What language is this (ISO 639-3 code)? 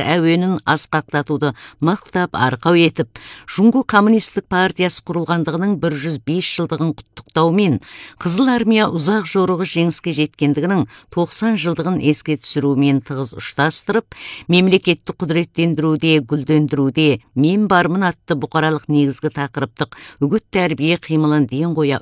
kaz